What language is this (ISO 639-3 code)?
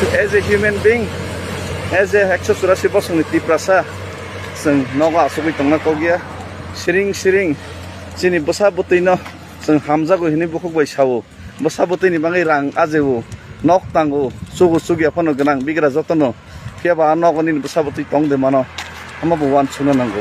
trp